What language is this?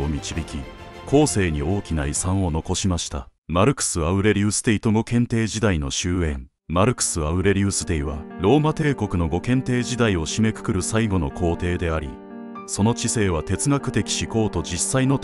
Japanese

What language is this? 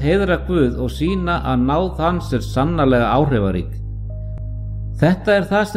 Icelandic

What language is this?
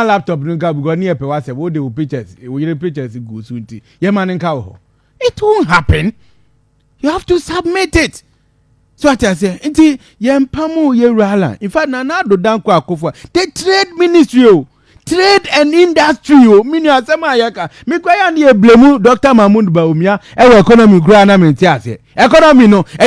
Akan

